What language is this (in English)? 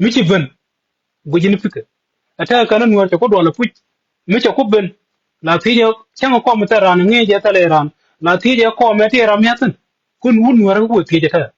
Nuer